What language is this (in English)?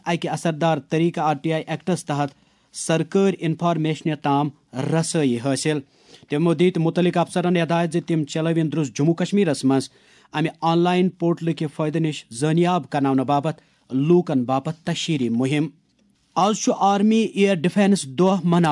Kashmiri